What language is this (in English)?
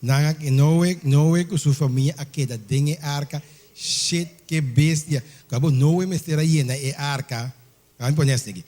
Papiamento